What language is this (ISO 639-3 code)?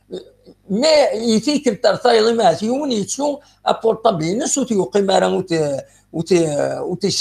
kab